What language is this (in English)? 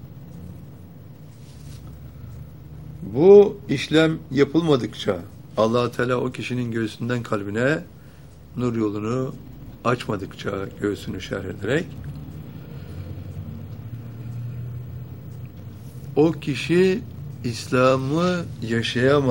Turkish